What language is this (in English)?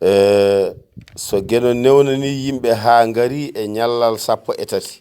Fula